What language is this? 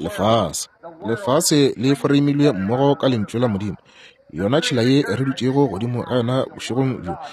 Northern Sotho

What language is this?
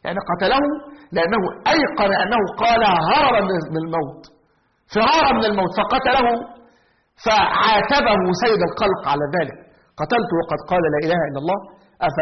Egyptian Arabic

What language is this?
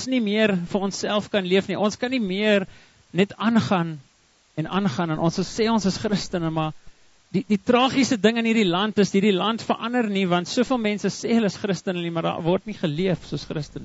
Afrikaans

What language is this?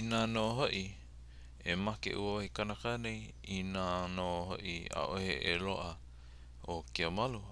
Hawaiian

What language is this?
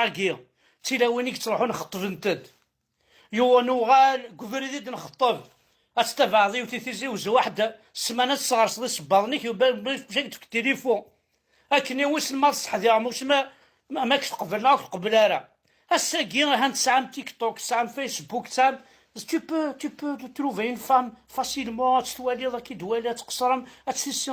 Kabyle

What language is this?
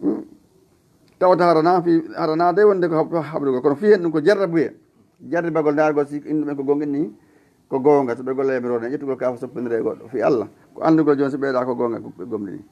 Fula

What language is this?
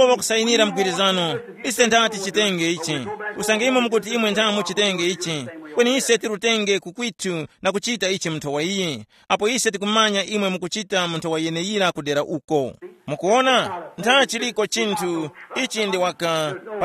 Tumbuka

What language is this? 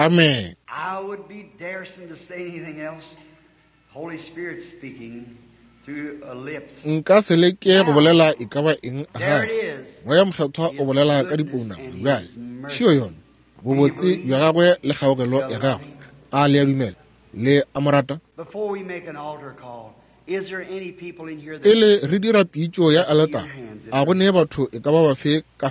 Northern Sotho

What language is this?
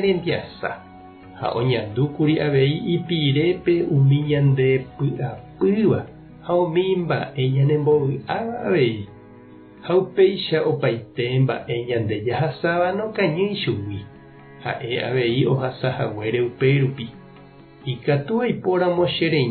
Guarani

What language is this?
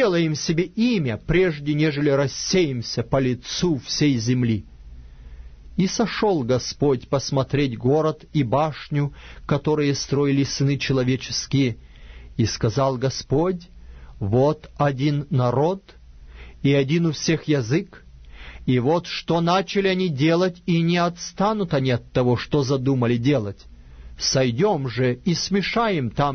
Russian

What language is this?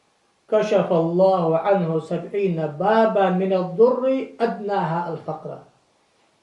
Ingush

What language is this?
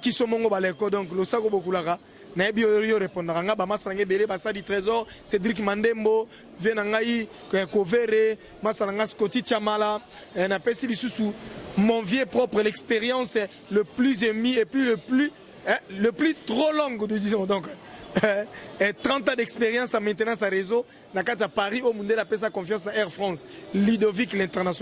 Lingala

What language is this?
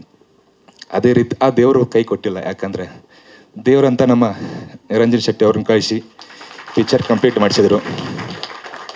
Kannada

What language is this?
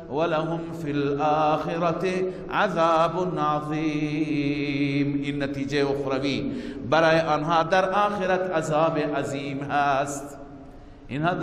Persian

